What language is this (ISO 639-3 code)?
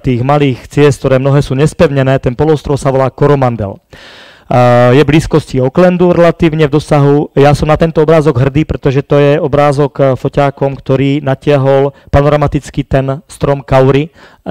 slk